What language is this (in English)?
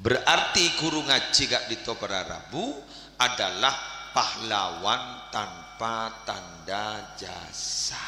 Madurese